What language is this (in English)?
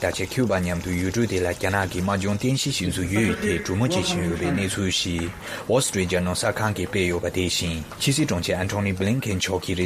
Tibetan